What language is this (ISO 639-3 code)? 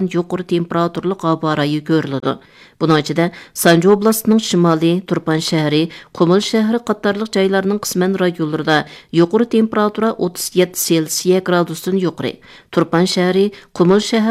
uig